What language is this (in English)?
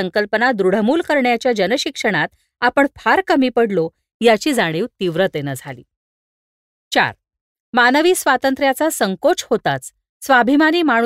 Marathi